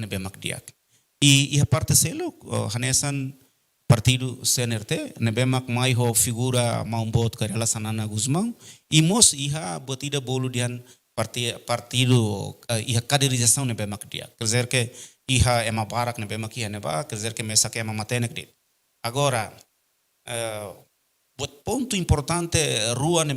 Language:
Tetum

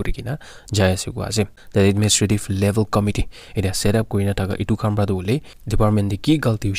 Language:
Naga Pidgin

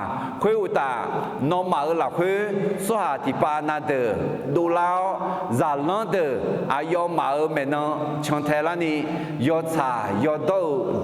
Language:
Akha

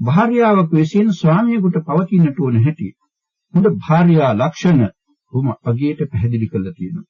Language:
Sinhala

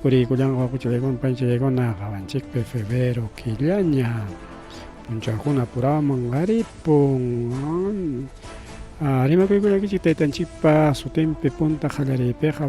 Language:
Ayacucho Quechua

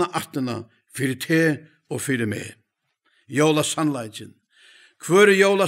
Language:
Faroese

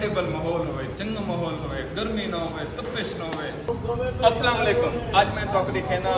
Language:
Saraiki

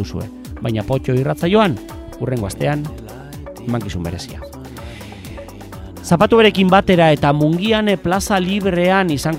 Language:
Basque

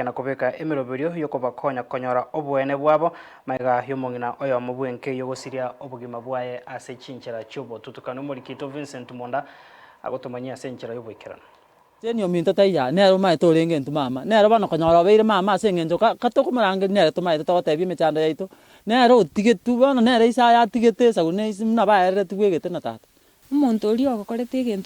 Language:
Gusii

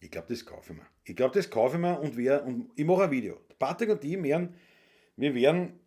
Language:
Bavarian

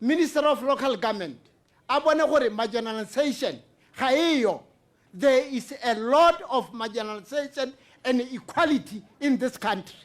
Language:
Tswana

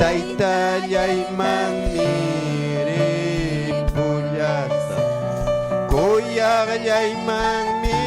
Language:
Ayacucho Quechua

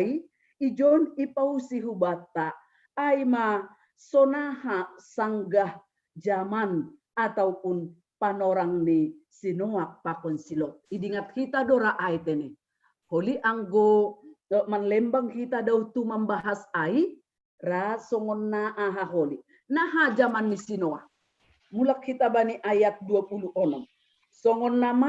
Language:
Batak Simalungun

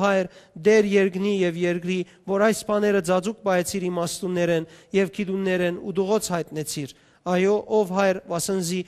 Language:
Western Armenian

